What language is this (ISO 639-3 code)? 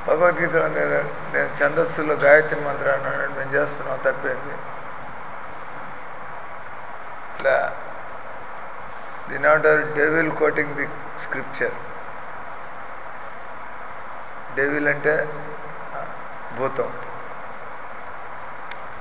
tel